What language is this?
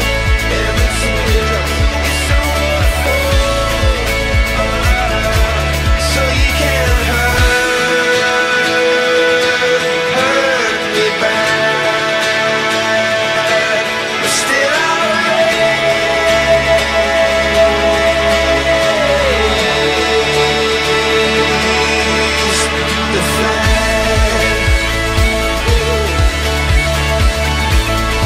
English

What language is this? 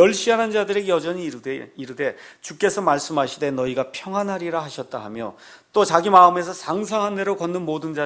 Korean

